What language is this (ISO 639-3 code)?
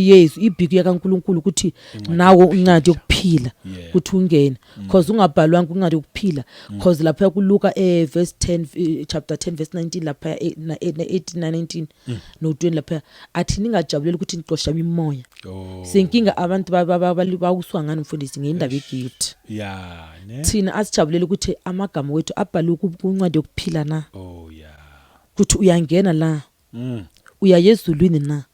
zul